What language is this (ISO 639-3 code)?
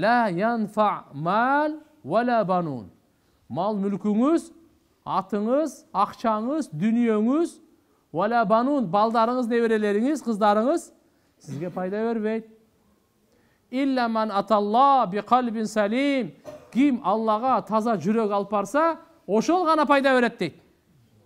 kir